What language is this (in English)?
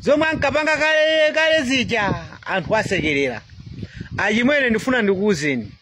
Nyanja